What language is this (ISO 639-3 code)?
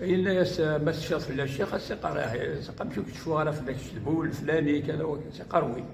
kab